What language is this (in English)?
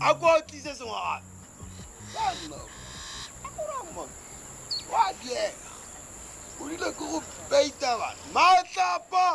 Tswana